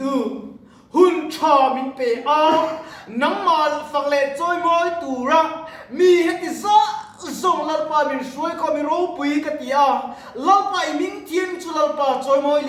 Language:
Mizo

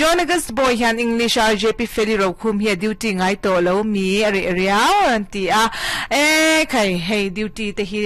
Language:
Mizo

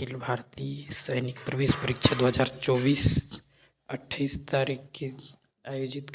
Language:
Chhattisgarhi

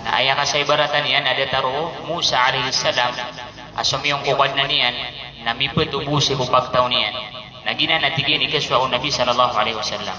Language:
Maranao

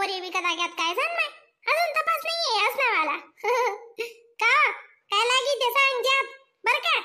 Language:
Khandesi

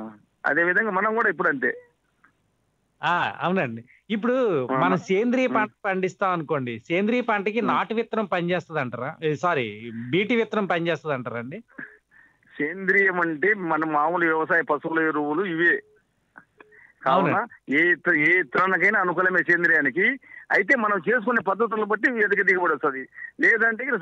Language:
Telugu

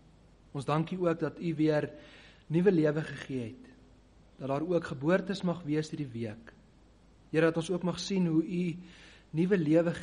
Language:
Afrikaans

